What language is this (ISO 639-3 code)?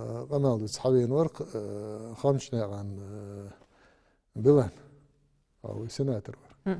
inh